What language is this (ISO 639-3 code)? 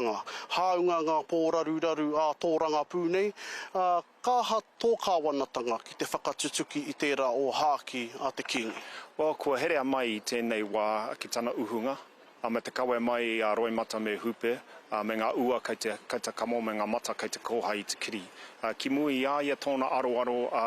mri